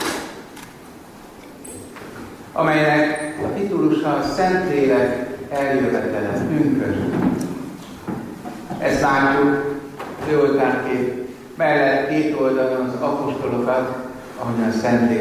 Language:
Hungarian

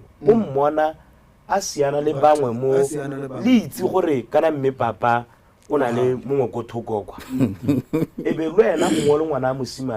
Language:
Tswana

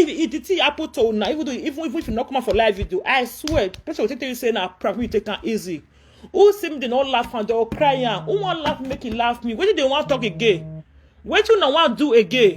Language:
Nigerian Pidgin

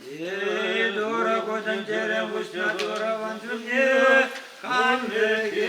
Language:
Chuvash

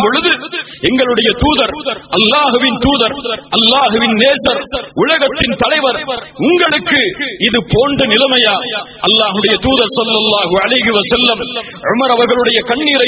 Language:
Tamil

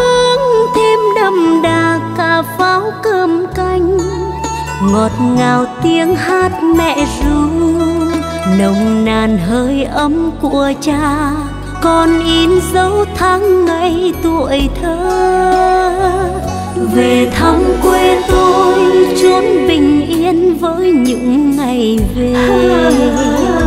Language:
Vietnamese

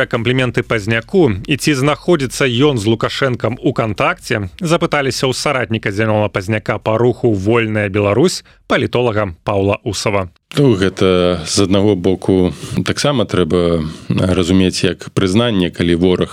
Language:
Belarusian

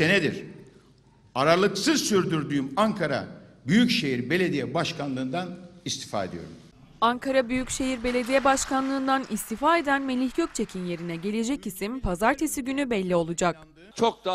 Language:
Turkish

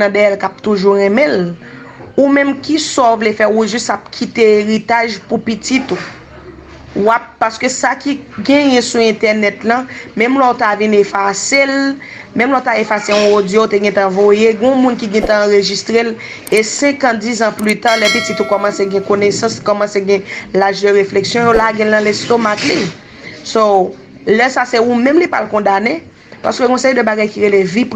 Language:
Haitian Creole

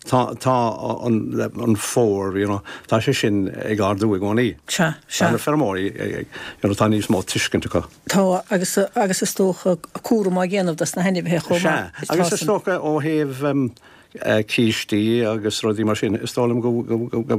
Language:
Irish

